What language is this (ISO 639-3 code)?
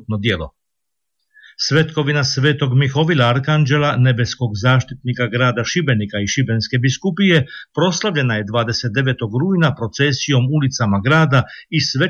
hrv